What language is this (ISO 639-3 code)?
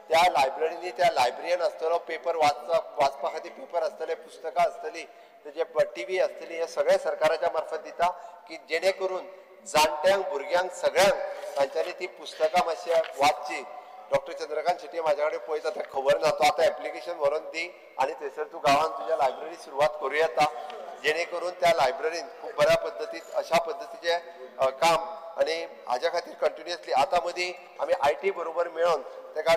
kok